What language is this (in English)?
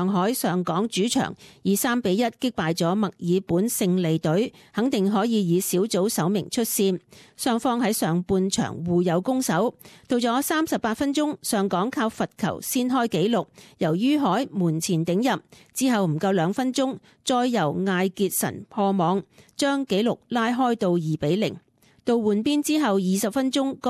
Cantonese